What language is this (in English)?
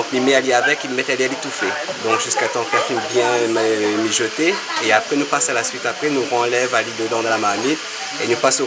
Réunion Creole French